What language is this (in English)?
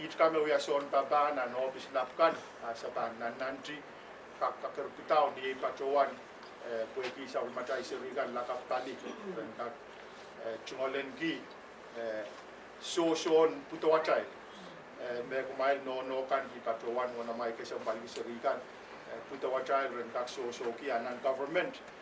Pohnpeian